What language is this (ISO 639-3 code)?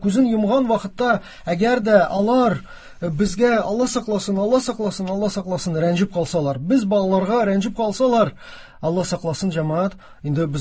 tat